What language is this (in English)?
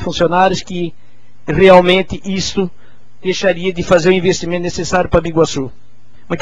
Portuguese